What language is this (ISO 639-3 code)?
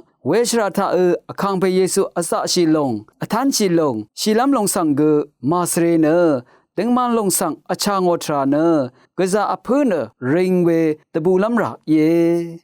raw